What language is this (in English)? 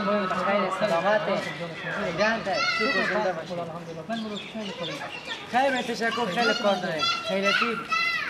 Persian